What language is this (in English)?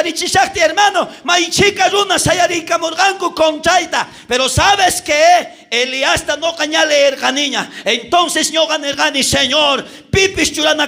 South Bolivian Quechua